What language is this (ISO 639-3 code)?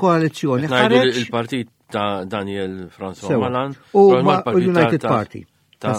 mlt